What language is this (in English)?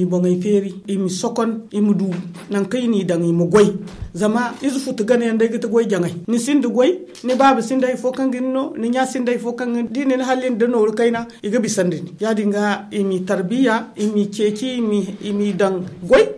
Zarma